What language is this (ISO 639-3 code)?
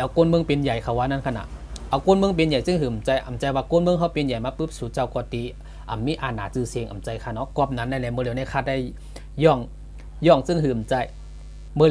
shn